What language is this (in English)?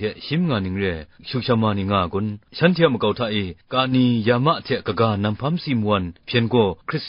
Kachin